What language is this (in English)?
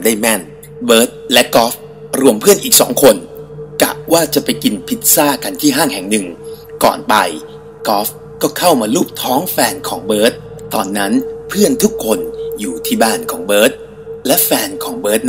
Thai